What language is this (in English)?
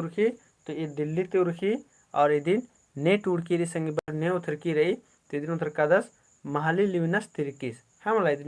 Kurukh